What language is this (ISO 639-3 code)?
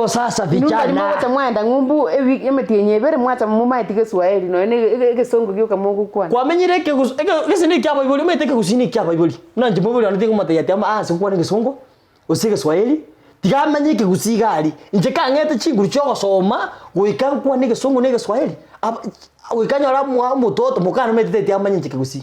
guz